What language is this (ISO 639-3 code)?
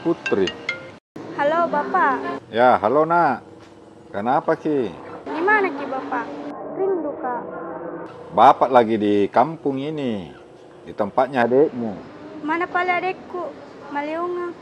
mfp